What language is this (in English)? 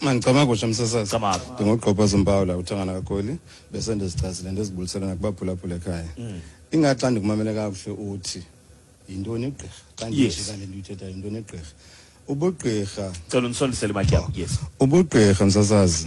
Xhosa